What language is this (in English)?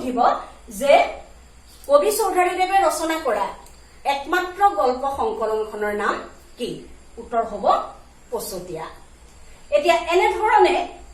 Assamese